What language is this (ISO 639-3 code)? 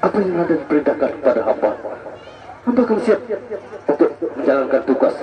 sas